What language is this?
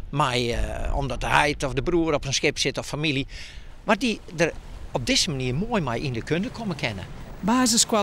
Western Frisian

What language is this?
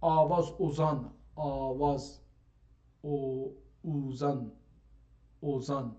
South Azerbaijani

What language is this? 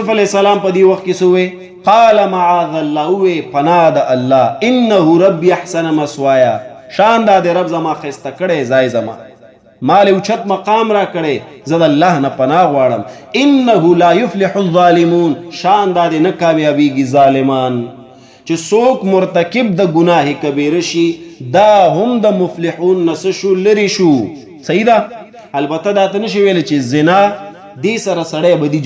Pashto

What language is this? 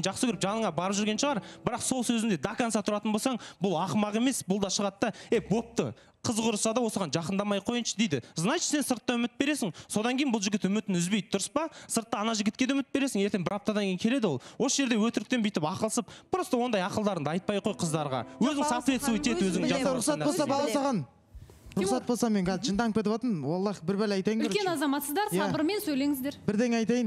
Kazakh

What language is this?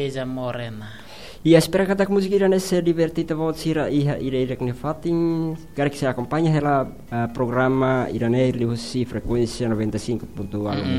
Tetum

